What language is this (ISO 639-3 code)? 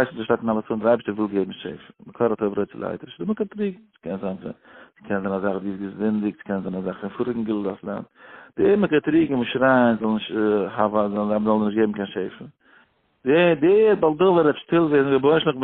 yid